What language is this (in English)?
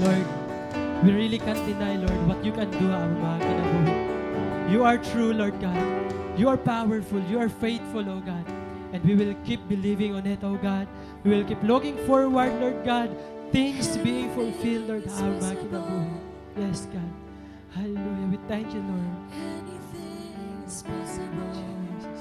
Waray